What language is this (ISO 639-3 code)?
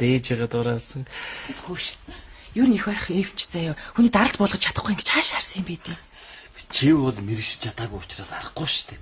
mon